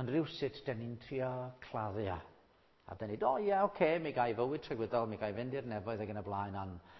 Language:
Welsh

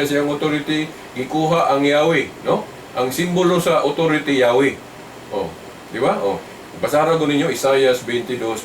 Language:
Cebuano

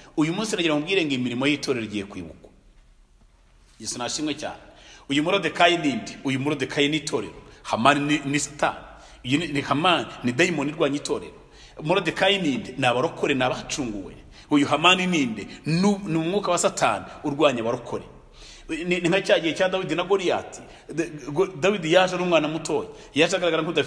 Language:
Kinyarwanda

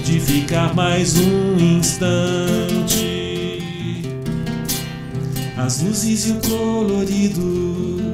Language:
Portuguese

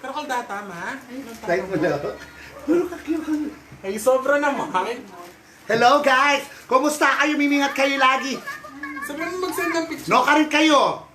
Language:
Pampanga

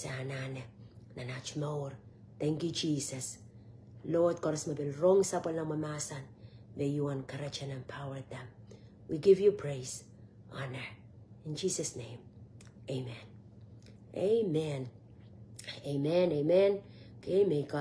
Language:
Pohnpeian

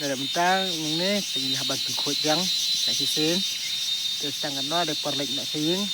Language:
Khasi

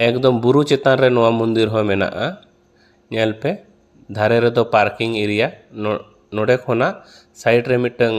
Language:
Santali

